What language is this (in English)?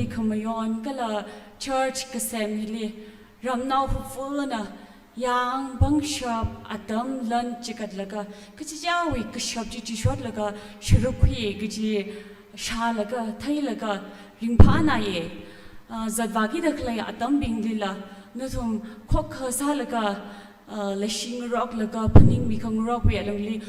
Tangkhul Naga (India)